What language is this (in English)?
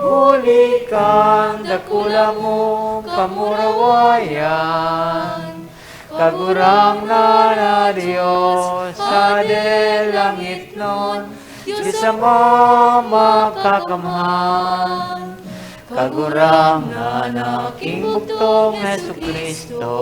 Bikol